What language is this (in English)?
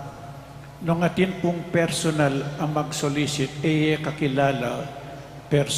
Pampanga